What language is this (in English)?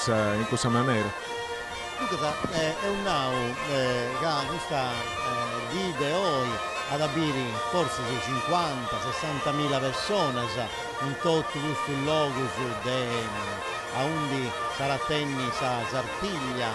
Sardinian